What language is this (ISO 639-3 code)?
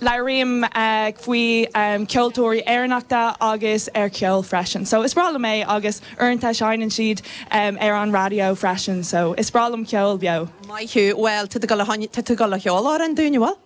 gle